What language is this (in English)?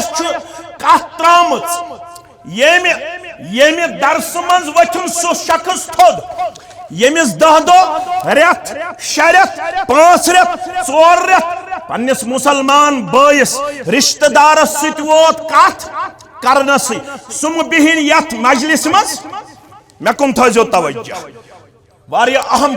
Kashmiri